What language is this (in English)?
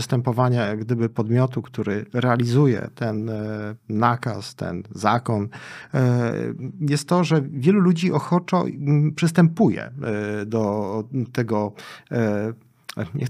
Polish